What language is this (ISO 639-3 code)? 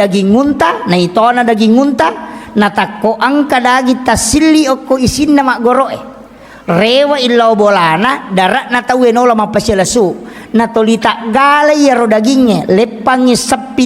bug